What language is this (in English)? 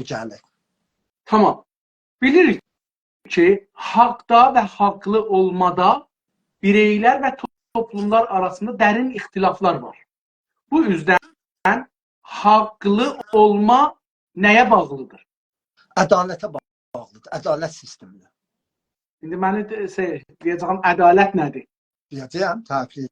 South Azerbaijani